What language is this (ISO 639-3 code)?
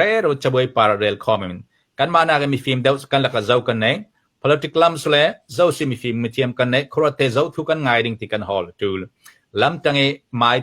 cfm